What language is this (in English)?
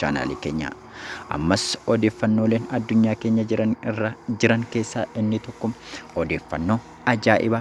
Oromo